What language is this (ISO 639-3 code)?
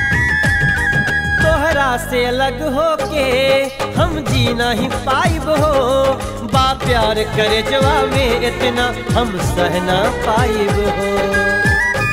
bho